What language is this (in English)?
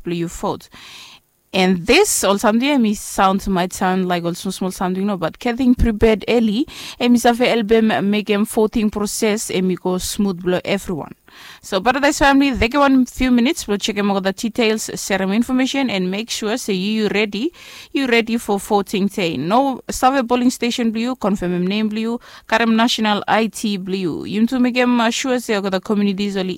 Bislama